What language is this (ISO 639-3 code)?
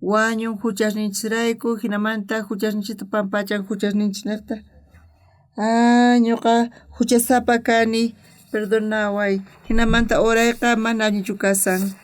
quh